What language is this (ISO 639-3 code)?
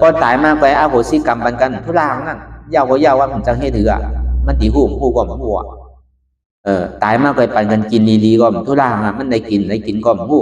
shn